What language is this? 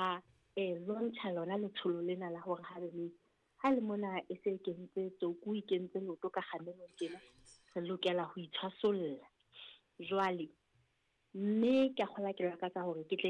Southern Sotho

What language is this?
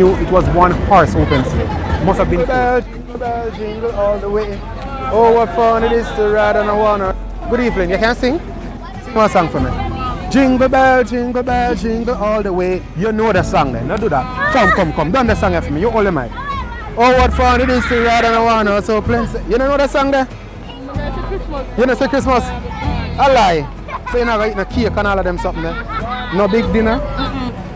Jamaican Creole English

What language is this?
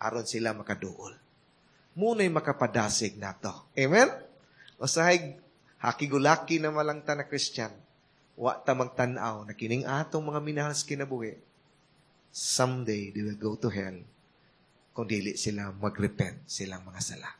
Cebuano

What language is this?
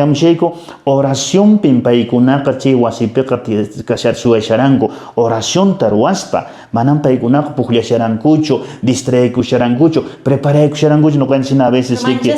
Quechua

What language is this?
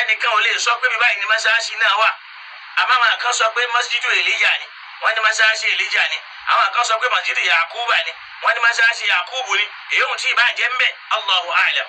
Yoruba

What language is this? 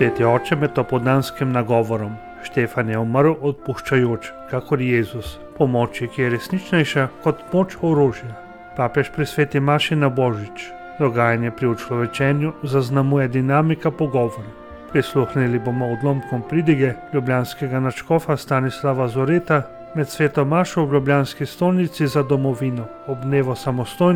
Slovenian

